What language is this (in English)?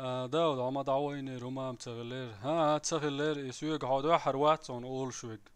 Chechen